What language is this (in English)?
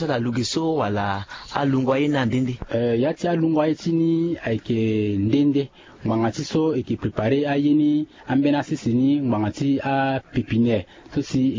Sango